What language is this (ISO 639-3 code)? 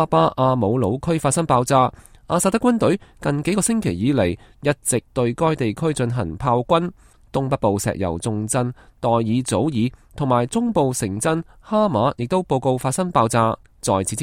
yue